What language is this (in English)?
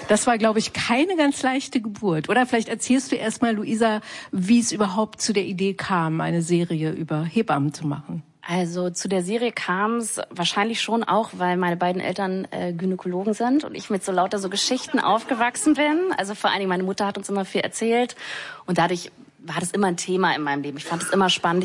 German